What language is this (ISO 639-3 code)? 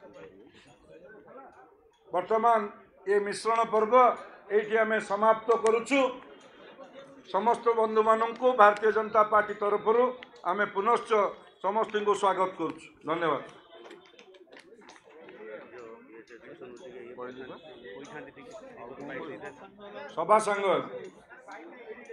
ori